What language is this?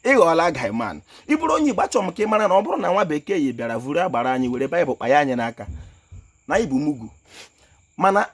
Igbo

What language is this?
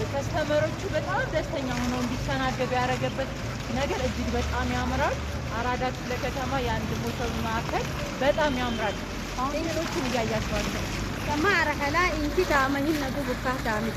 Amharic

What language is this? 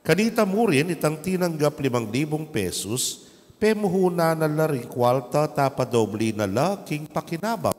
Pampanga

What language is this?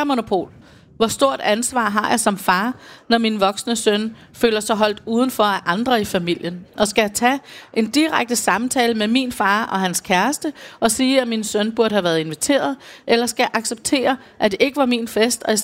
Danish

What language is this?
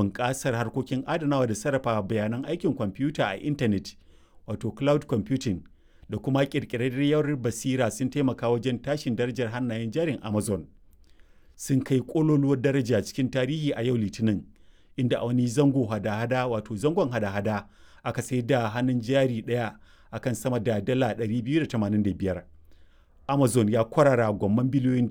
Hausa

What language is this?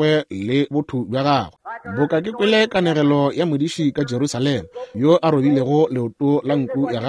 Northern Sotho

